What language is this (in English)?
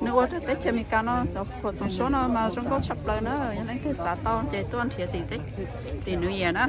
Hmong